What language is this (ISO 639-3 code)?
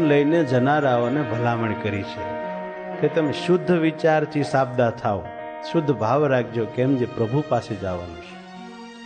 guj